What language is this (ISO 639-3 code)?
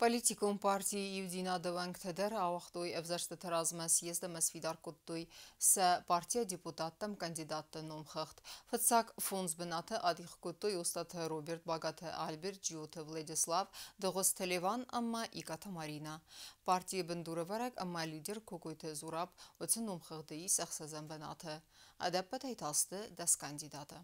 oss